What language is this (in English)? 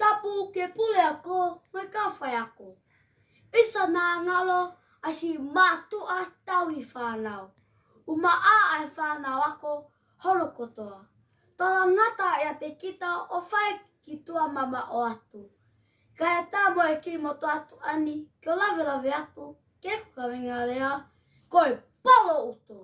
Tongan